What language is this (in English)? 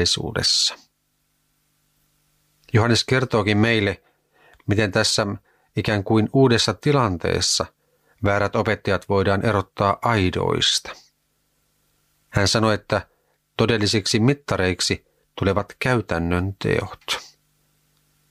Finnish